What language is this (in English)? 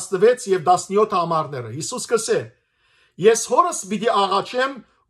Western Armenian